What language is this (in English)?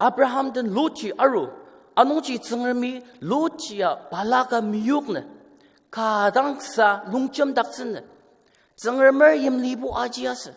Ao Naga